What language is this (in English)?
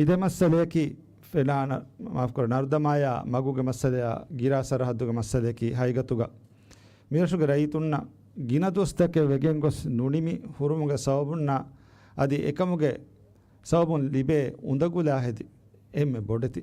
Divehi